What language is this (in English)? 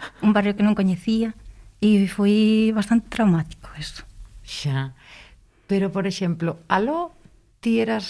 Galician